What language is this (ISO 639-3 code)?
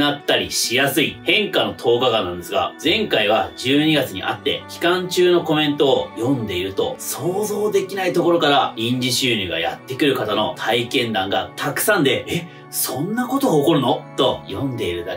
jpn